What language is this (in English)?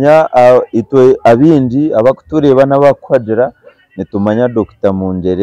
Nyankole